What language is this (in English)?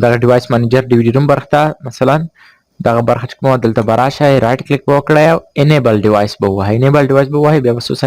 Pashto